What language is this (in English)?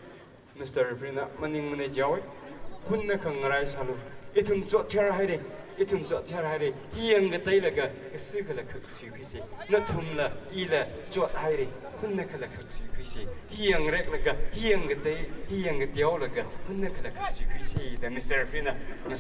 Tangkhul Naga (India)